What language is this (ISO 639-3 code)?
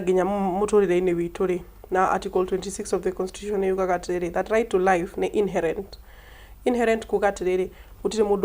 kik